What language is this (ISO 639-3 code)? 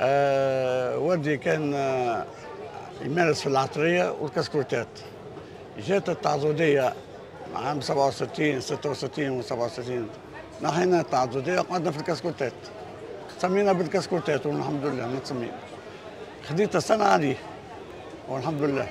aeb